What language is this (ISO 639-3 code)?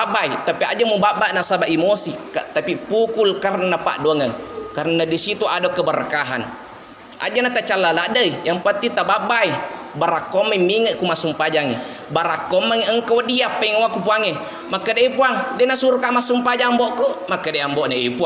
bug